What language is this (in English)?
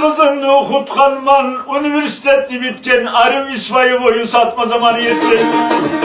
Kumyk